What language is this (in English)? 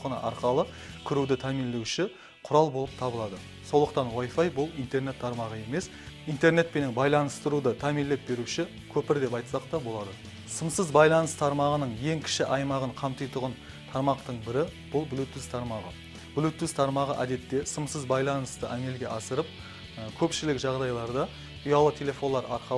Kara-Kalpak